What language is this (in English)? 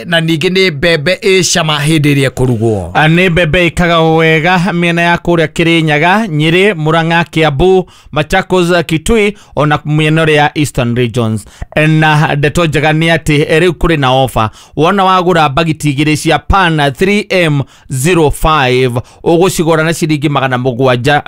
Kikuyu